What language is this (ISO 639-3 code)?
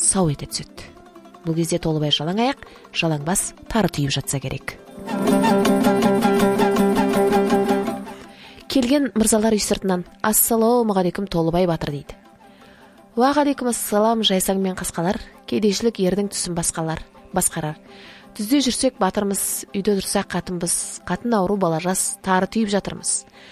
kaz